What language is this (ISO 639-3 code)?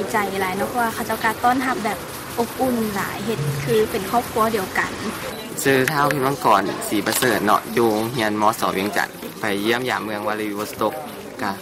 lao